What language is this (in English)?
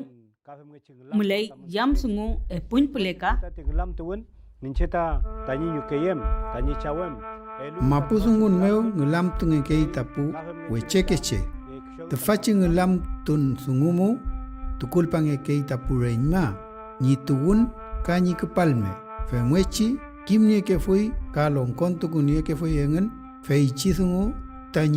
Mapuche